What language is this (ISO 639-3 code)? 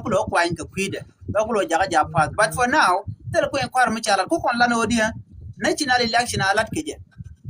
nus